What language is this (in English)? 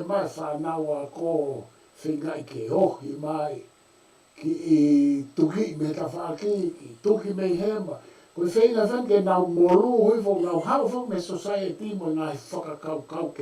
Tongan